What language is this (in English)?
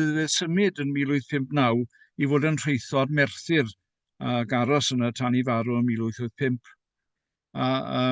Welsh